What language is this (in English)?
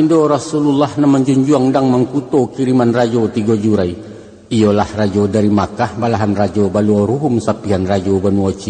Minangkabau